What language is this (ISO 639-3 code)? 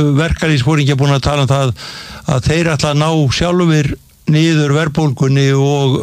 isl